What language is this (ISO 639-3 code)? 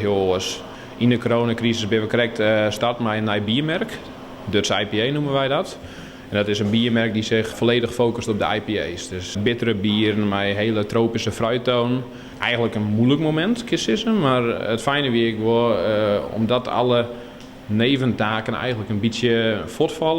fry